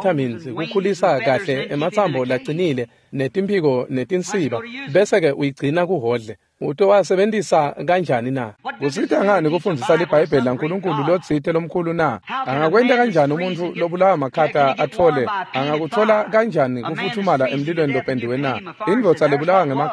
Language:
Swati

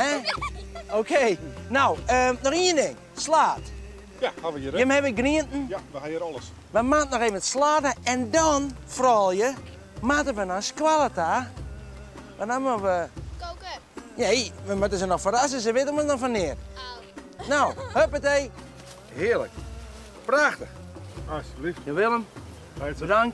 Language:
Western Frisian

